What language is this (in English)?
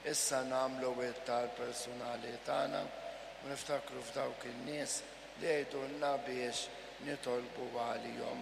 Maltese